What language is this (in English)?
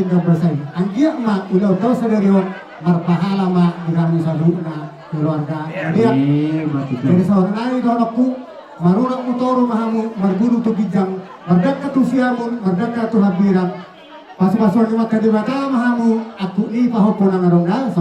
Batak Toba